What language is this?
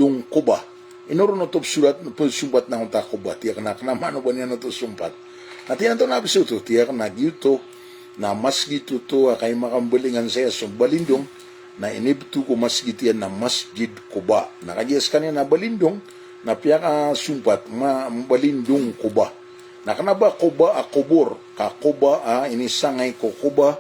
Maranao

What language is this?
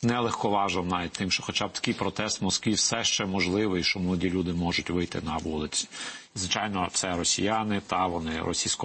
Ukrainian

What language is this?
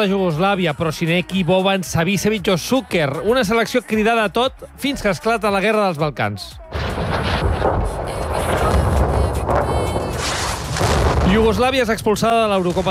Catalan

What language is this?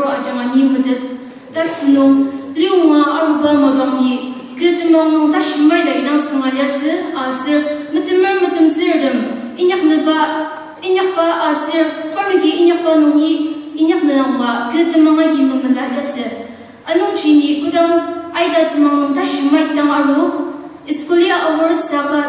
Ao Naga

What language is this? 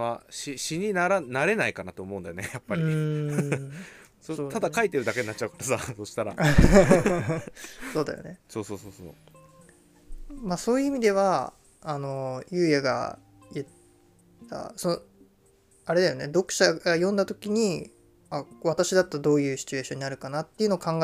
Japanese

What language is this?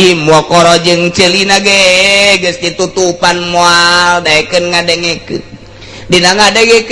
Sundanese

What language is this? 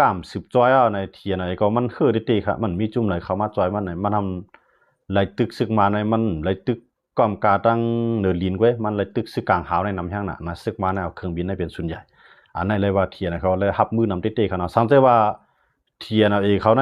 Shan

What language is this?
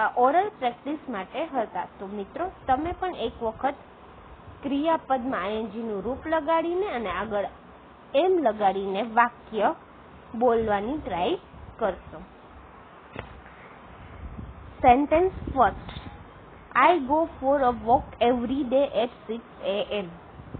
Gujarati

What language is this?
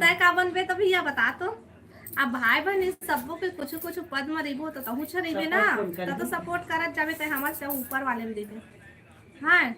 Chhattisgarhi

